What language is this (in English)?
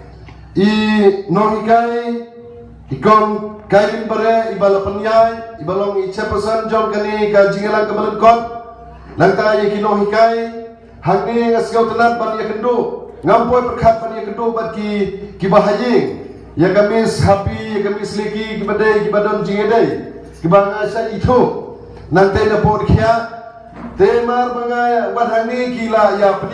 Khasi